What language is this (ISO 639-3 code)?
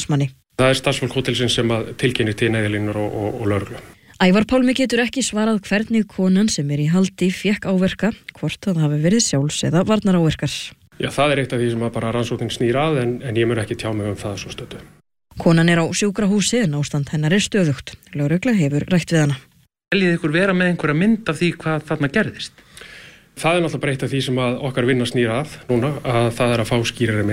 isl